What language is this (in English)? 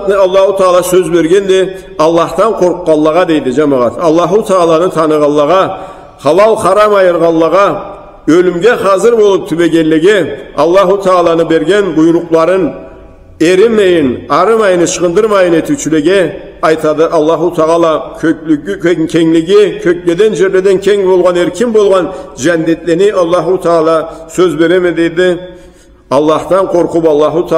Karachay-Balkar